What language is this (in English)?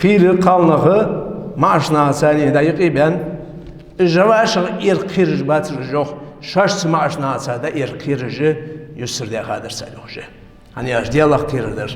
Ingush